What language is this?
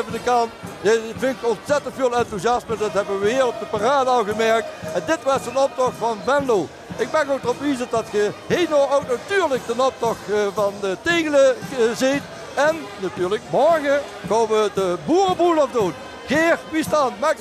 Limburgish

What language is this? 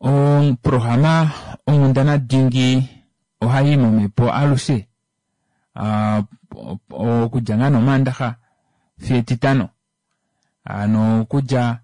Kuanyama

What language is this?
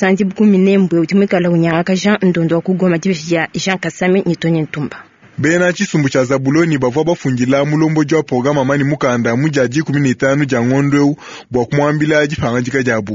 Luba-Lulua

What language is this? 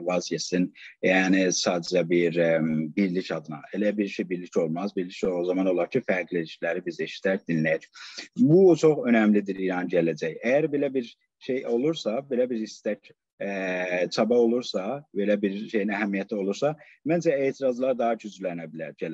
South Azerbaijani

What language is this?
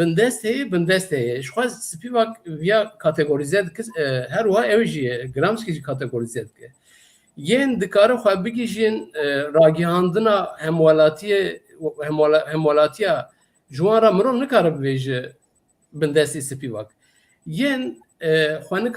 Kurdish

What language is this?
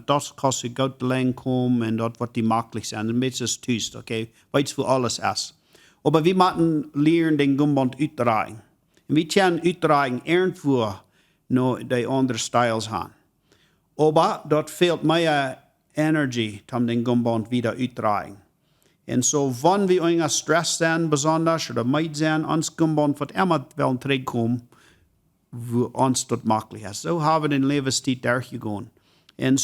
Plautdietsch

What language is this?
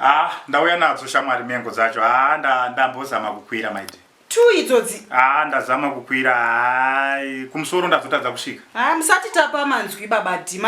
Shona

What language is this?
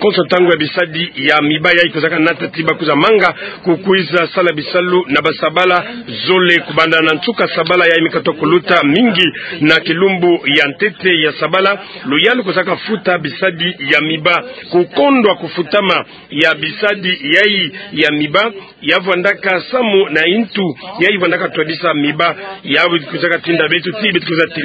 Kituba (Democratic Republic of Congo)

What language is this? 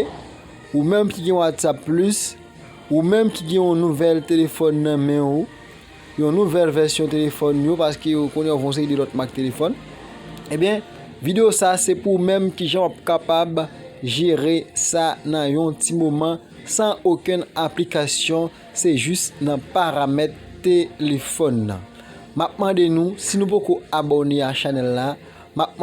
Haitian Creole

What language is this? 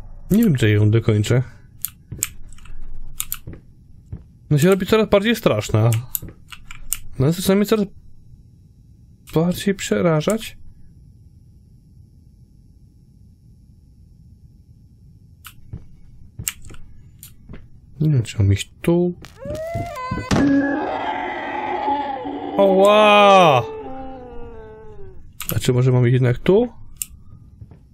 Polish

